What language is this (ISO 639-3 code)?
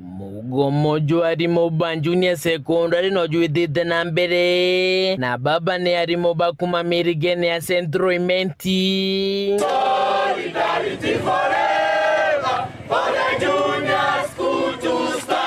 mer